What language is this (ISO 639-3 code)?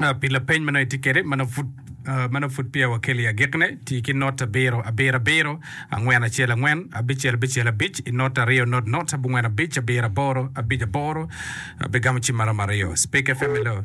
ach